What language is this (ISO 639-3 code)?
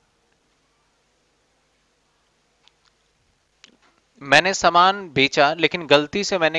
hin